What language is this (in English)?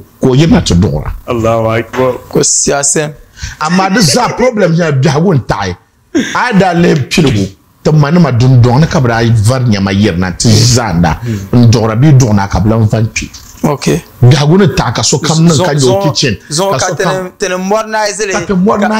Dagbani